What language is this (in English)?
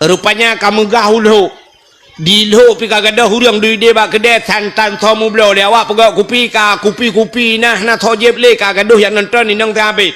Achinese